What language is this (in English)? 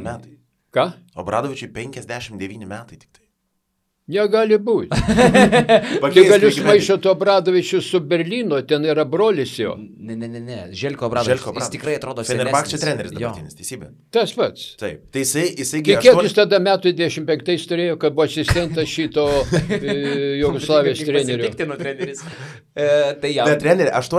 Lithuanian